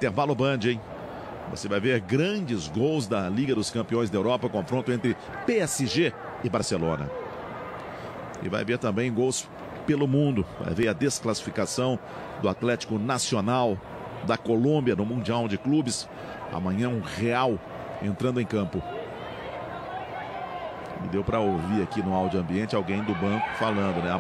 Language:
Portuguese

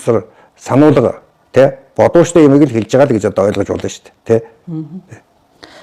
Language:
Mongolian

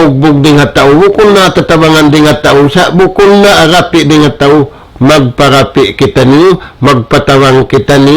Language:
Tausug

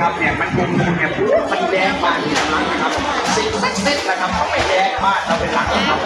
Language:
Northeastern Thai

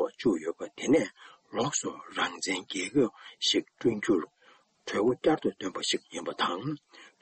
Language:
Tibetan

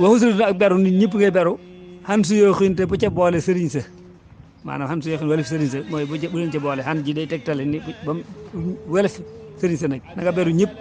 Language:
Wolof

